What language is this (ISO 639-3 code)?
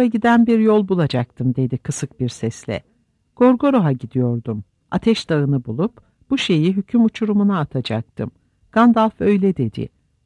tur